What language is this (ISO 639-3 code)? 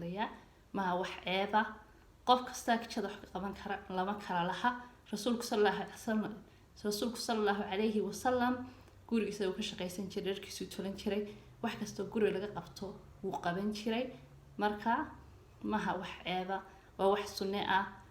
som